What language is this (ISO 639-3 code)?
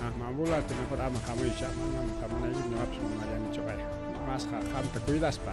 quy